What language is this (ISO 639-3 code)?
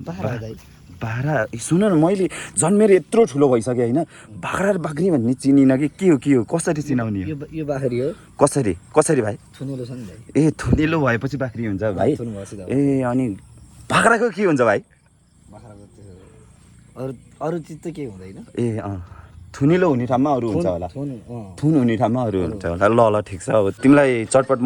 nep